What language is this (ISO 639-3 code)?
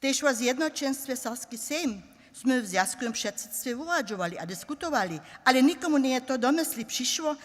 hsb